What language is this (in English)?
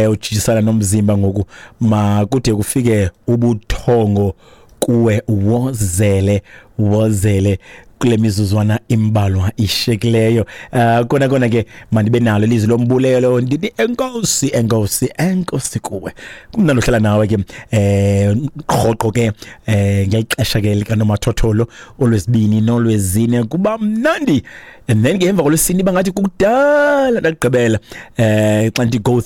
Xhosa